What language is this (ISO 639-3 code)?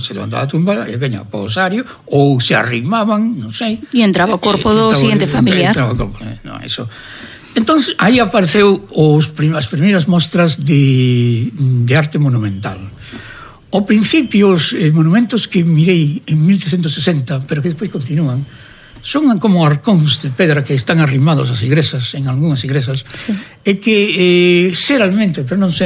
glg